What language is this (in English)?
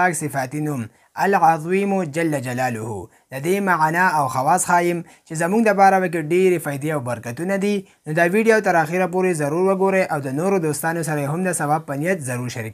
Pashto